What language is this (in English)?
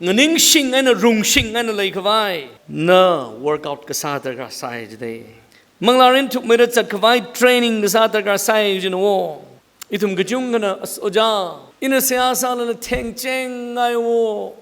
Tangkhul Naga (India)